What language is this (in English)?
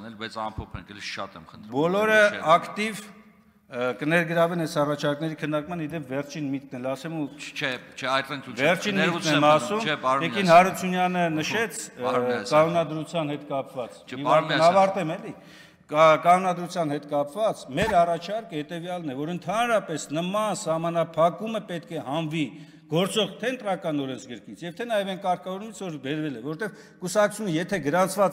Armenian